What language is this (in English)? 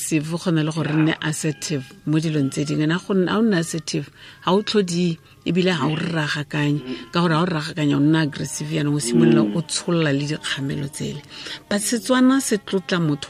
Tswana